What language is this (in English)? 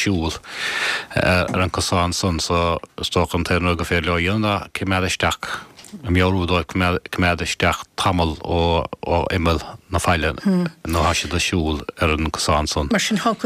Irish